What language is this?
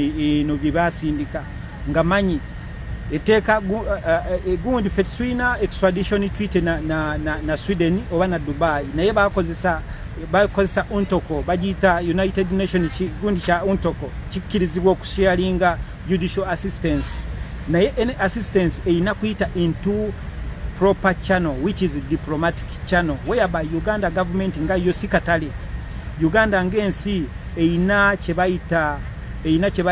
Ganda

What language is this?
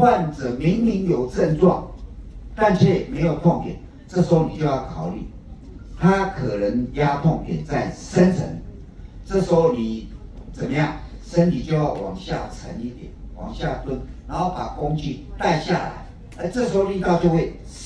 Chinese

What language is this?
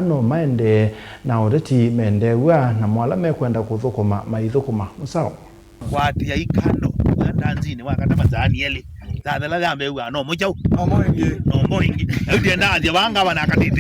Kamba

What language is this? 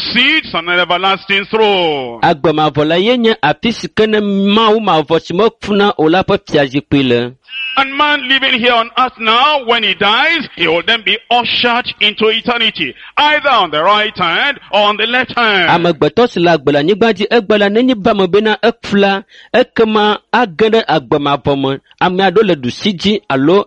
Ewe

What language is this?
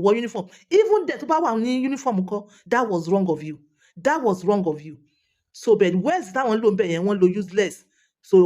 Yoruba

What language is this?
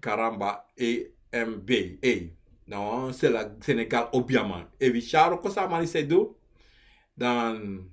Sranan Tongo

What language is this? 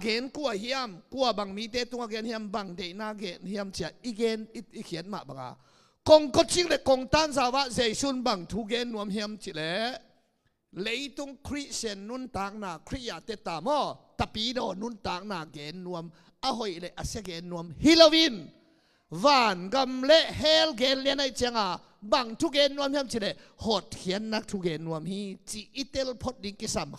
Tedim Chin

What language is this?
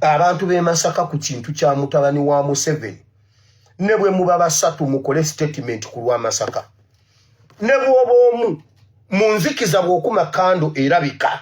Ganda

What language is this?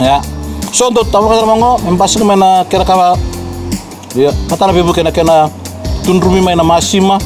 Fijian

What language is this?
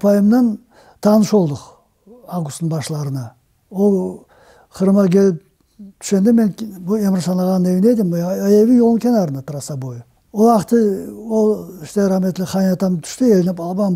Crimean Tatar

